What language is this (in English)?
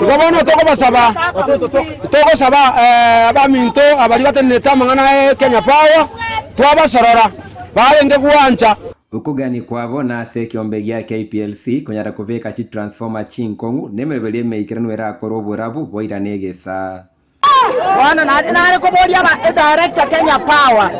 Gusii